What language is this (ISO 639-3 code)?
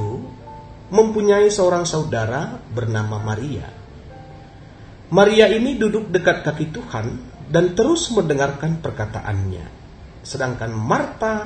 ind